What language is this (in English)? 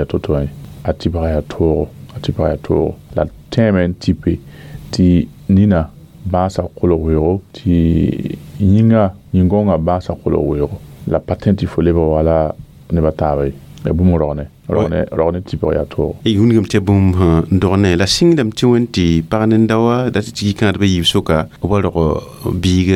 Mossi